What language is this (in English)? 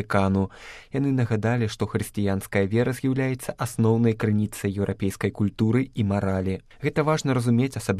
Belarusian